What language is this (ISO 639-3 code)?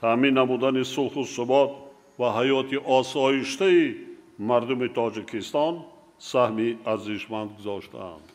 tgk